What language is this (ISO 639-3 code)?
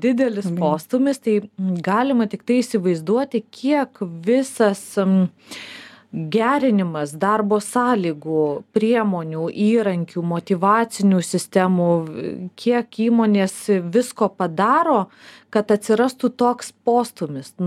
lit